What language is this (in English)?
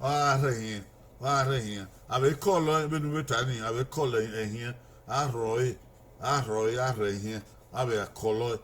Bini